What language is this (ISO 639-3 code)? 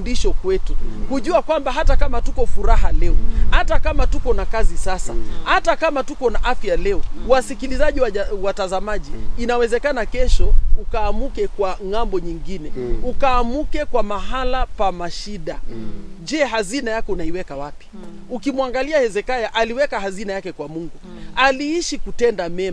swa